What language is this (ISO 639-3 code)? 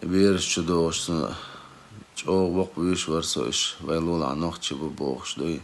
che